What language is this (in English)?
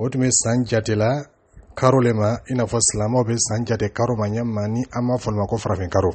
Dyula